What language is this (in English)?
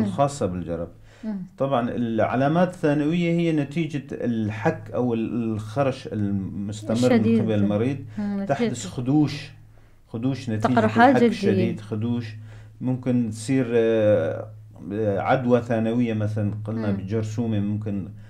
North Levantine Arabic